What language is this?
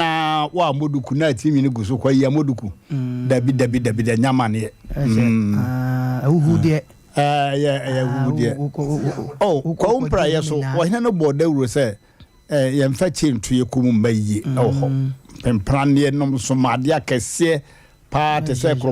Akan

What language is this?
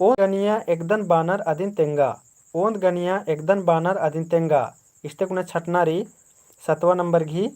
Kurukh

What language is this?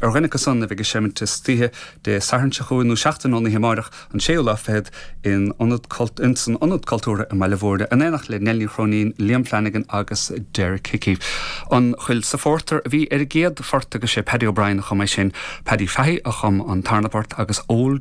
Irish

